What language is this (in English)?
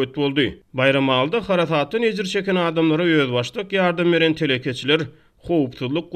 Turkmen